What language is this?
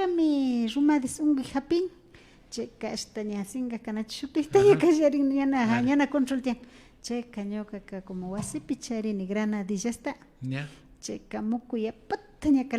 Imbabura Highland Quichua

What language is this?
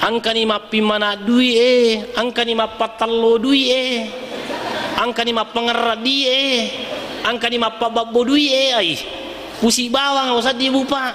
Buginese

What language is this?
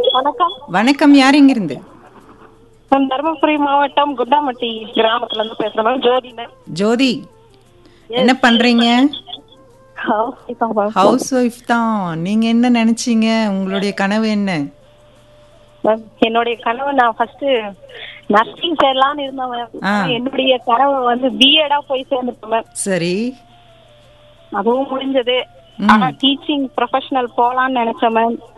Tamil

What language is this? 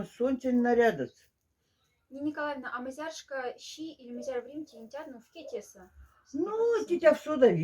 Moksha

